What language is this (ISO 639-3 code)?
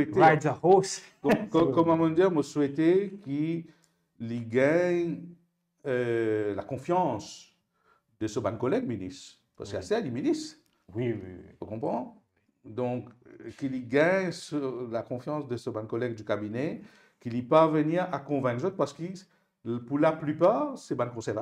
mfe